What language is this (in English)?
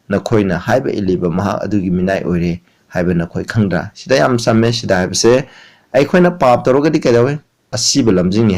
Manipuri